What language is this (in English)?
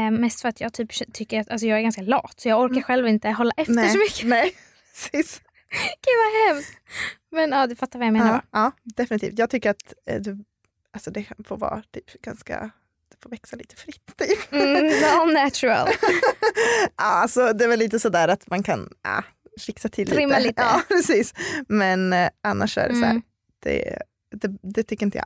Swedish